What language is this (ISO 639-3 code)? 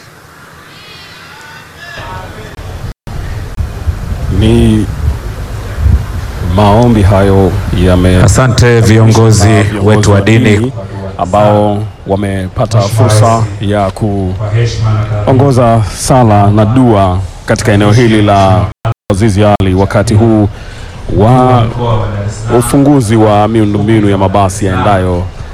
swa